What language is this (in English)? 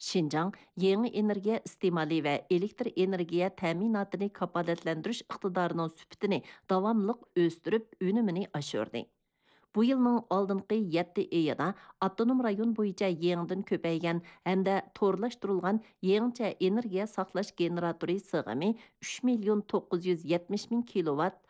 Uyghur